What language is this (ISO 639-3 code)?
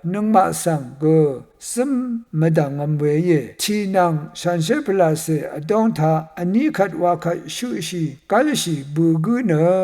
raw